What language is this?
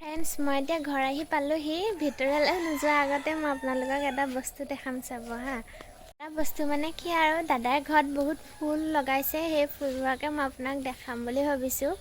Assamese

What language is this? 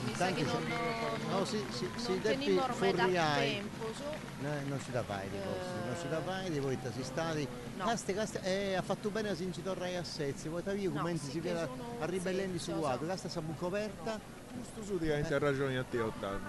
Sardinian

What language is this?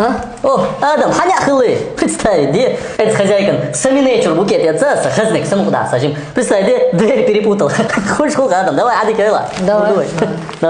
Chechen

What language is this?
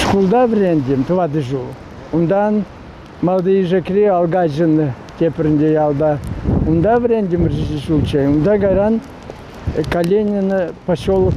Chuvash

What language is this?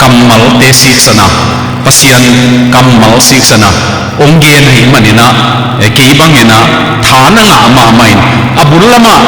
Tedim Chin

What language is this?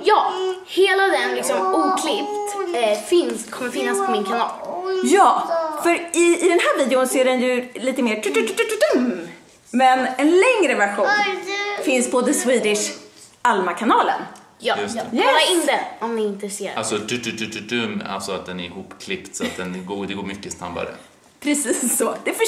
Swedish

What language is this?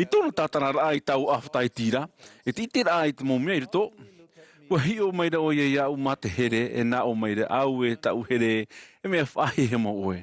Tahitian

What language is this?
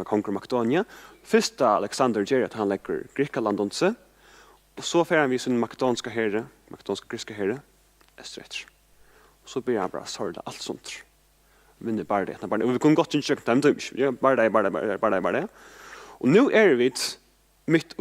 Faroese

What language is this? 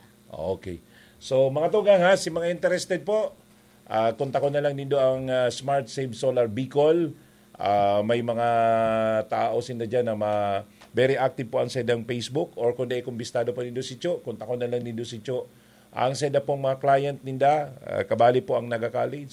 Bikol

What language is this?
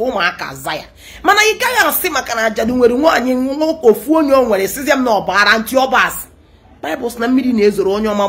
Igbo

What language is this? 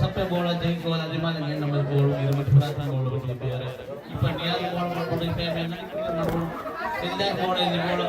Divehi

